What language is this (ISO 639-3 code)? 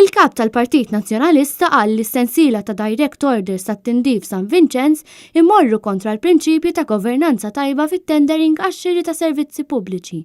mlt